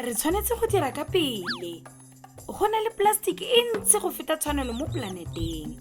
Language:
Tswana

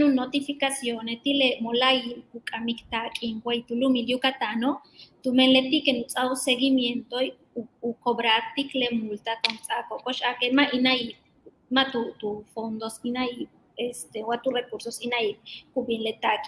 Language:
Yucateco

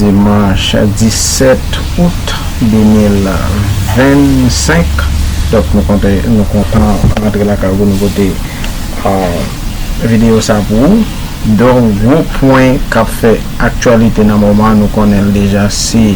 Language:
Haitian Creole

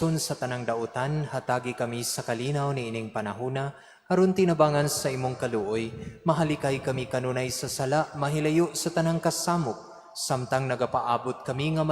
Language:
Cebuano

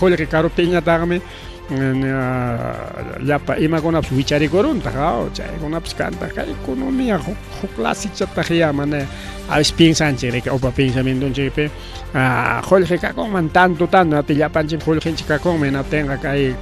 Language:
Ayacucho Quechua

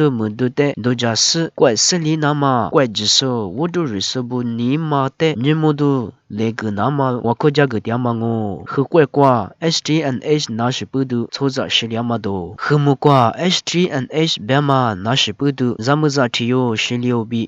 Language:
Lisu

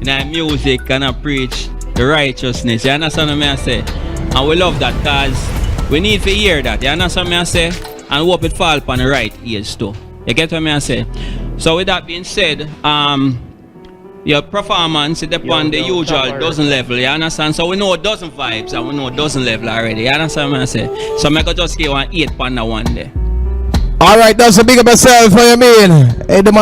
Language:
Jamaican Creole English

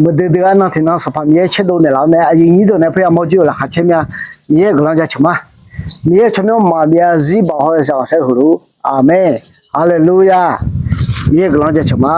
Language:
Akha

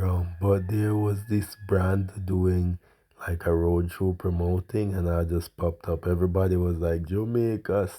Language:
Jamaican Creole English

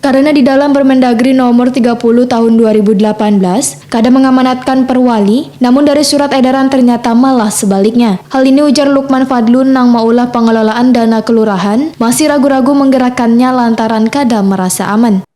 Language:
Banjar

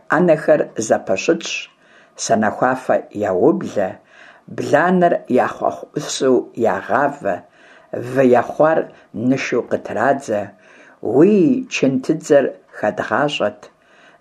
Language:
Kabardian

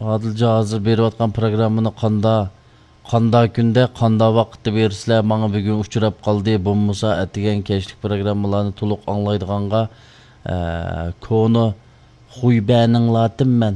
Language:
Uyghur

